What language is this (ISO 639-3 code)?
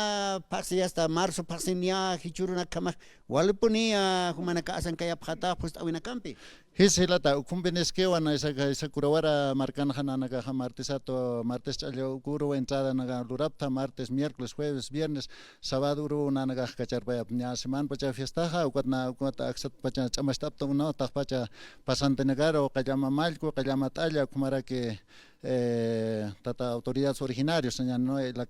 aym